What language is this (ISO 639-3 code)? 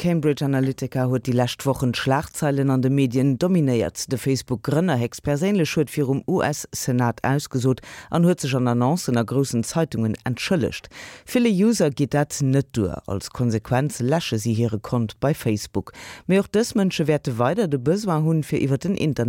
ltz